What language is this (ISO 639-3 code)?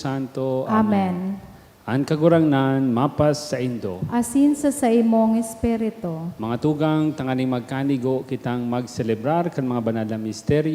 bik